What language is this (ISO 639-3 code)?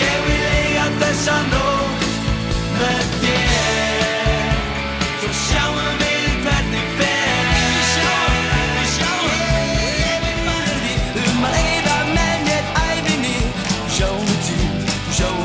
isl